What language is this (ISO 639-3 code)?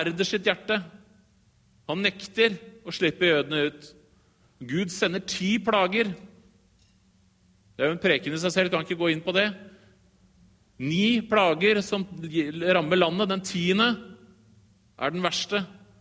nor